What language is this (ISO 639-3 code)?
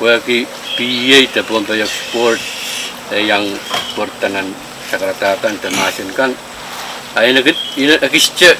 pon